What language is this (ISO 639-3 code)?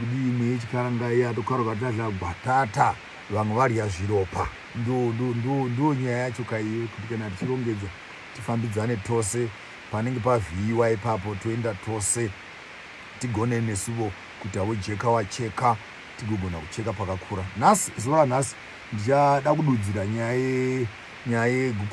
sna